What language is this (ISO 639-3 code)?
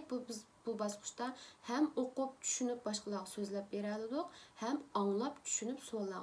uig